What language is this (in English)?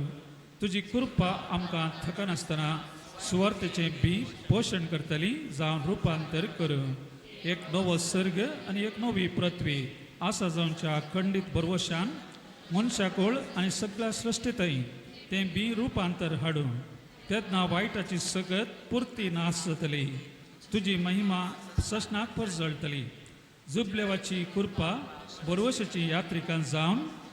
Konkani